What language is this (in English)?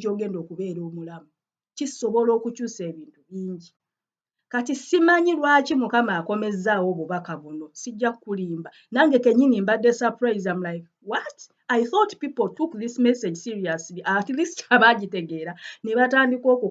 Ganda